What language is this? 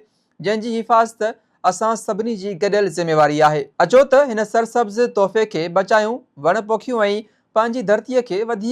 Sindhi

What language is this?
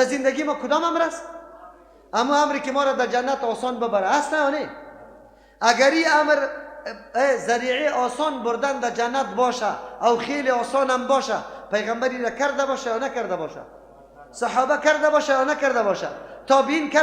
Persian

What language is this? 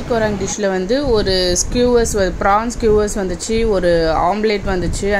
Tamil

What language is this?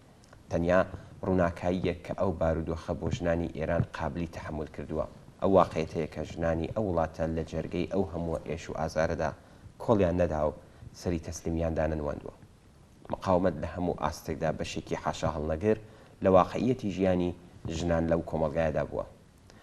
Central Kurdish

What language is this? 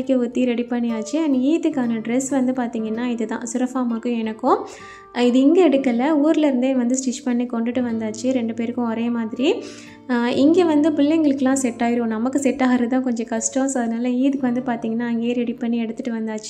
Tamil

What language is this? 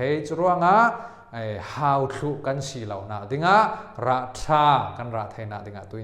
Falam Chin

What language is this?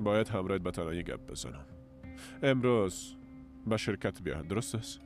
Persian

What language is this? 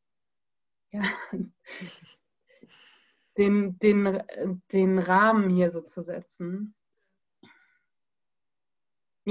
German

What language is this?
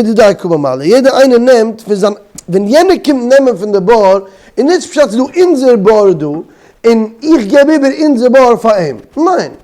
Yiddish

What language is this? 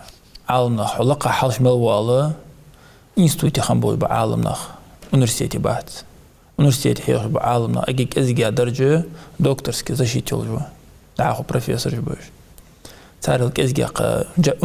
Ingush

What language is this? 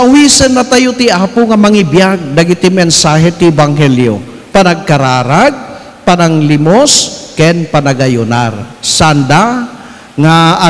Iloko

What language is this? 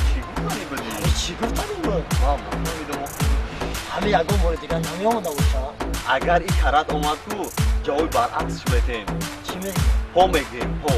Tajik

